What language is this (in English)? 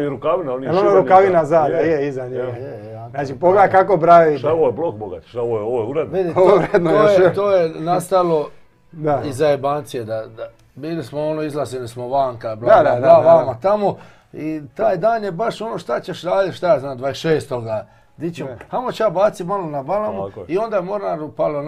Croatian